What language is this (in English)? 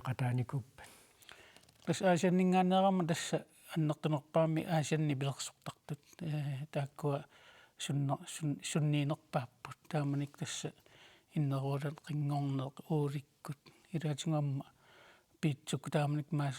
Kalaallisut